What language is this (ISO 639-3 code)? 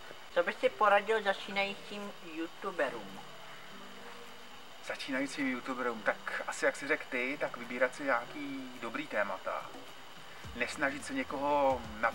ces